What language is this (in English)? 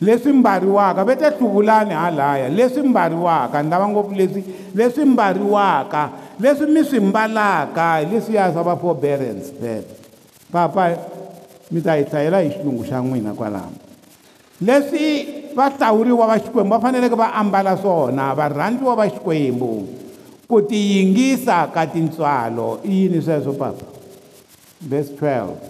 Tsonga